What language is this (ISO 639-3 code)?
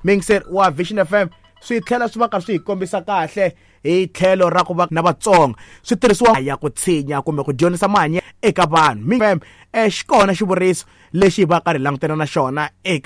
tso